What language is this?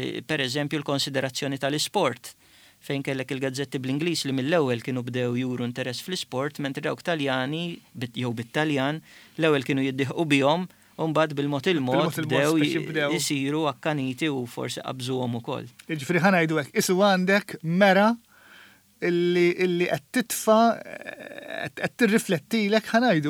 Maltese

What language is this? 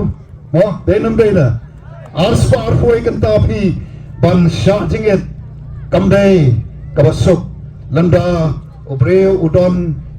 Khasi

